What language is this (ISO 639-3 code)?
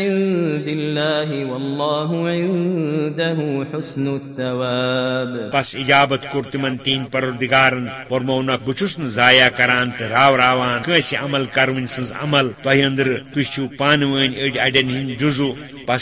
kas